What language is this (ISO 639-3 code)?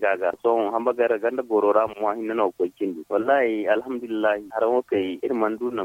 dje